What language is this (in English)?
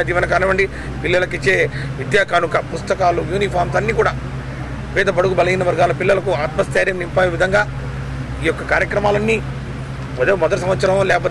Telugu